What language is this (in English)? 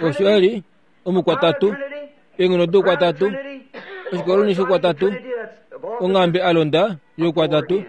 Kuanyama